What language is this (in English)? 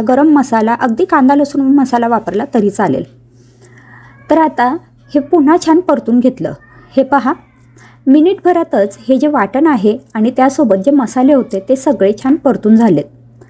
Marathi